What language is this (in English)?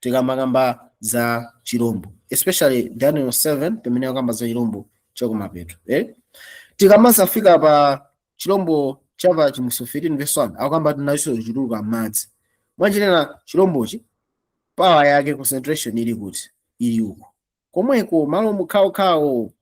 Nyanja